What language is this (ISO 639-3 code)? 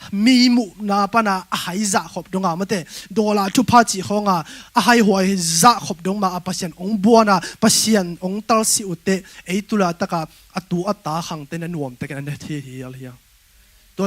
ctd